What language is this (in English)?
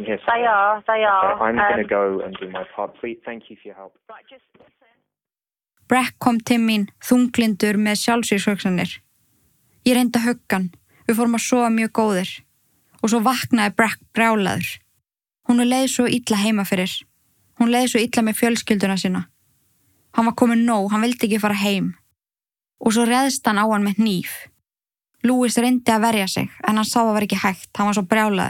Icelandic